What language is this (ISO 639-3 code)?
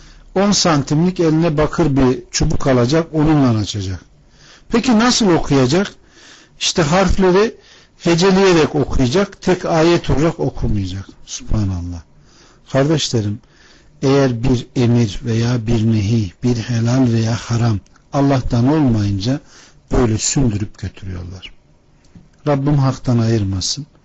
tur